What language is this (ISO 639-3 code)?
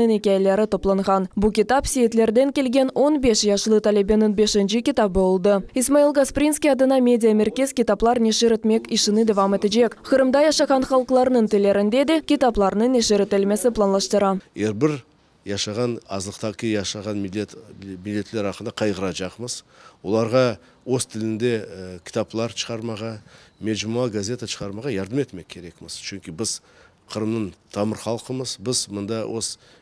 crh